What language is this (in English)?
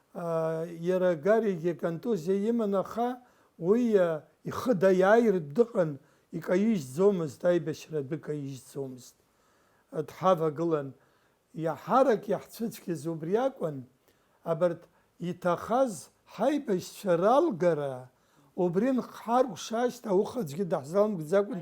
Abkhazian